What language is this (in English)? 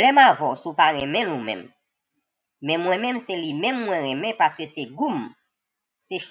Haitian Creole